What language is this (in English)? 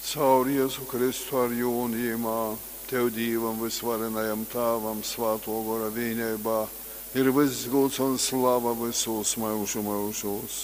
Latgalian